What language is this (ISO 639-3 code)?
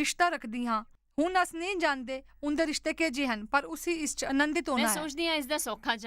doi